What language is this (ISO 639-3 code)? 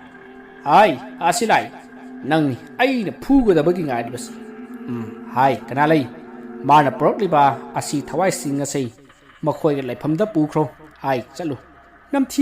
mni